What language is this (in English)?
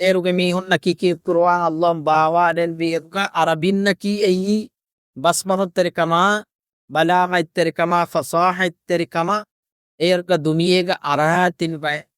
Divehi